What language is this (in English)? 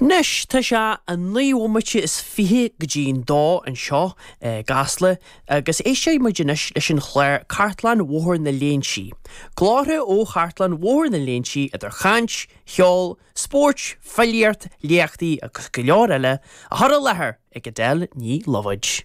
Irish